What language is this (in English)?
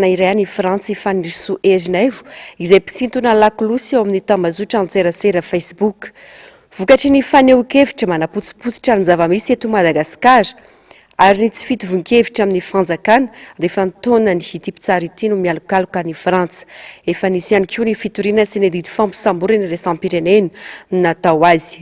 Malagasy